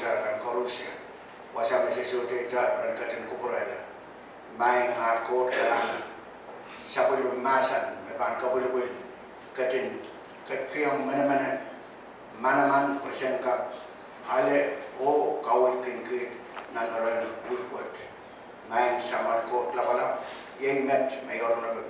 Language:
Pohnpeian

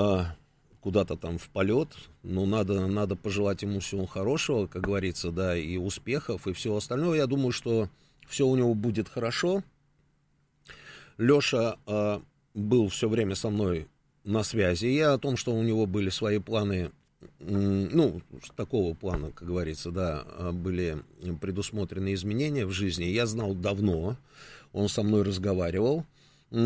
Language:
Russian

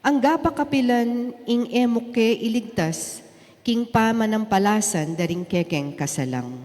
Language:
Pampanga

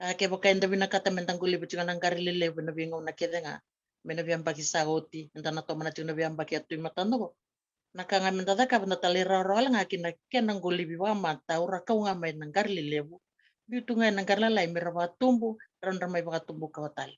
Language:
Fijian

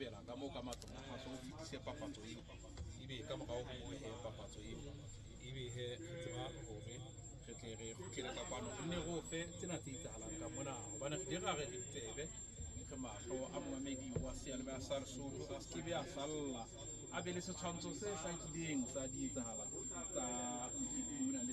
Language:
Southern Sotho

